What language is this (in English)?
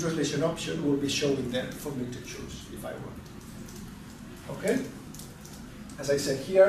English